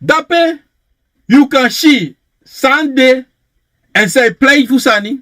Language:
Sranan Tongo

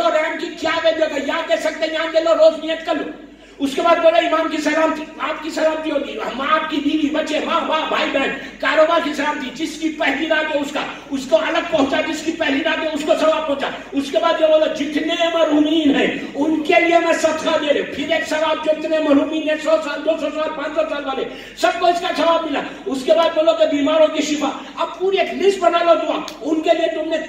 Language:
Urdu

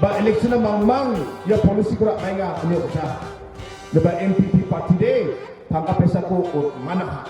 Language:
Garo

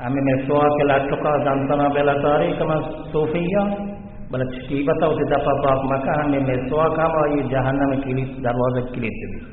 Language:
Baluchi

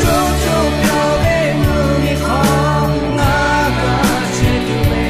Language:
Lahu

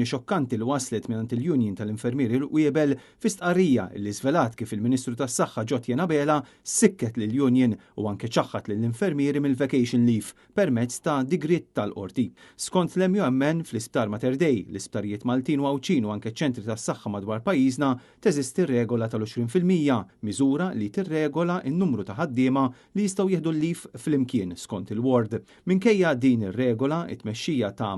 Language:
Maltese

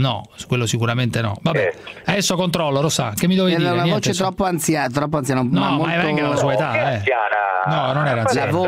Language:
Italian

